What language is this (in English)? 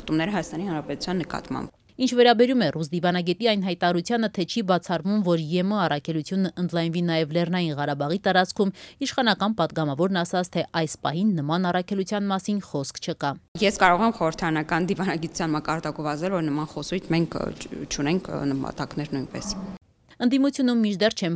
Armenian